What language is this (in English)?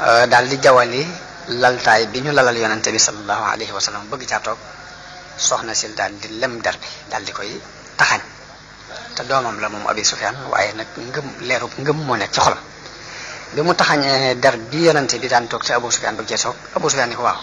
Wolof